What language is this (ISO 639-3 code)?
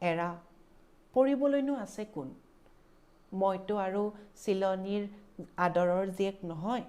asm